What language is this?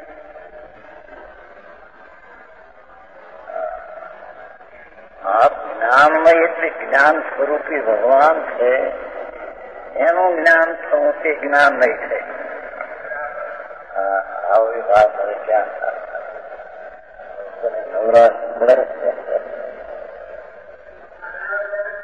Gujarati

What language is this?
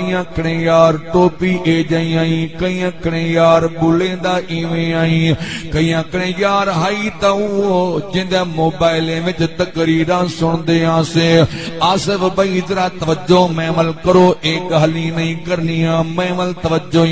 Saraiki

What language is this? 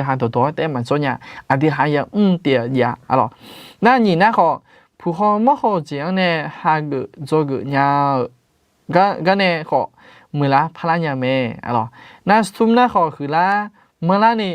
Akha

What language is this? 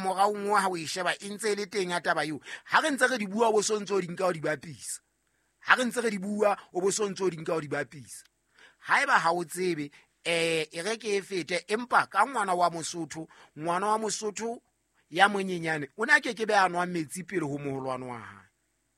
Southern Sotho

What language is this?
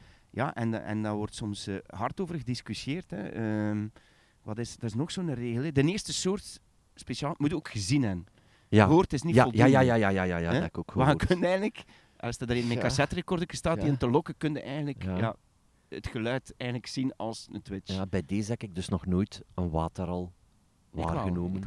Dutch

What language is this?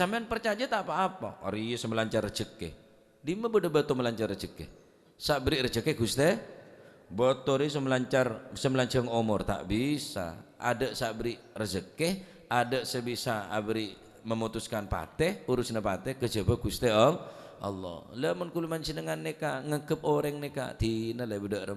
Madurese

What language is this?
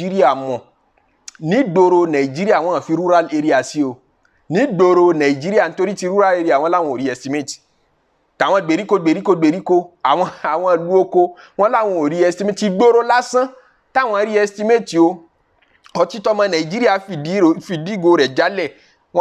Yoruba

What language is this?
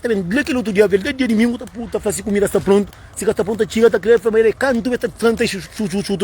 Kabuverdianu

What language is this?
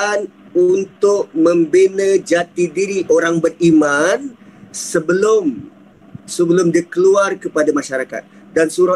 Malay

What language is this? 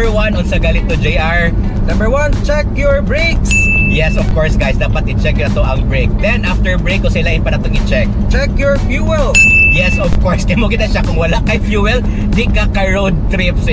Cebuano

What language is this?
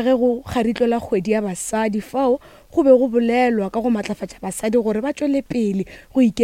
Northern Sotho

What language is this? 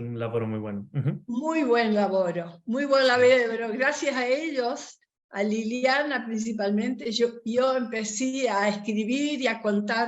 Ladino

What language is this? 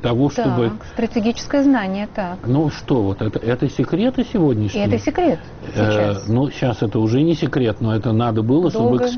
Russian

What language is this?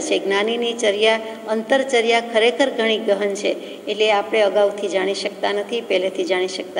Gujarati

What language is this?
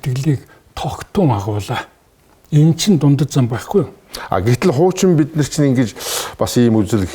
Mongolian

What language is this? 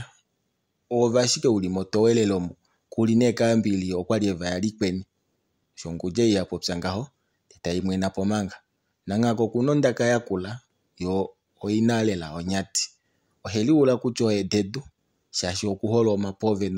Kuanyama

